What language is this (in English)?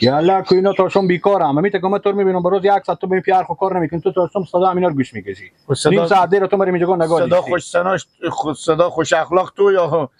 Persian